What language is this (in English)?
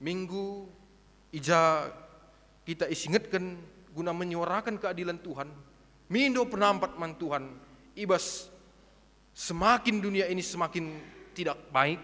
Batak Karo